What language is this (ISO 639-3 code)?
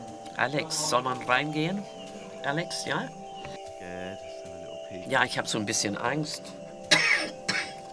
deu